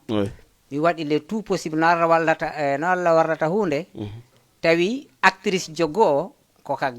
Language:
Fula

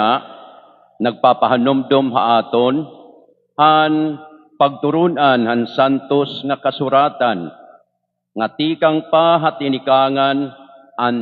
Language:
Waray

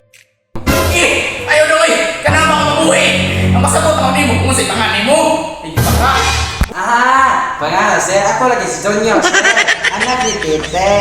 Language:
Cebuano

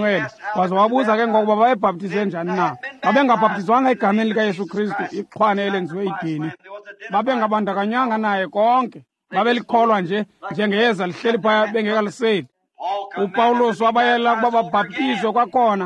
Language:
Xhosa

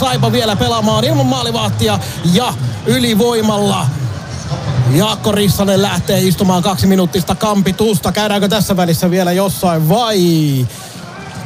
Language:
Finnish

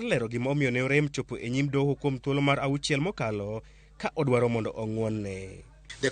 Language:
Luo (Kenya and Tanzania)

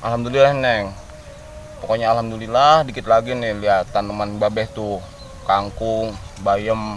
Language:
Betawi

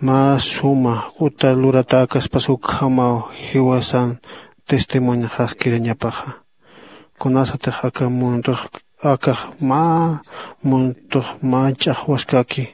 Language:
Aymara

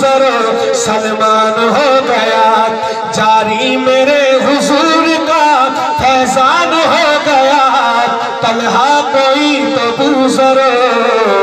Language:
Urdu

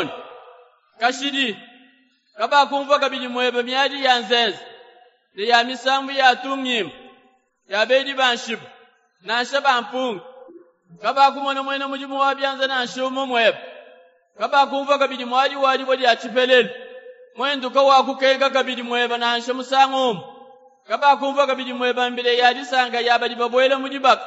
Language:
Luba-Lulua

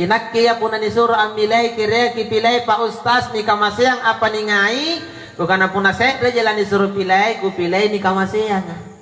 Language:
Makasar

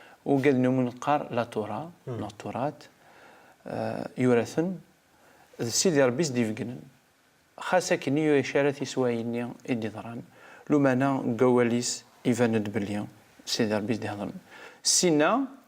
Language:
Kabyle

